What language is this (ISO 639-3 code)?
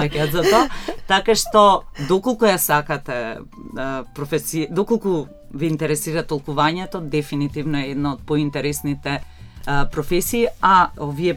mkd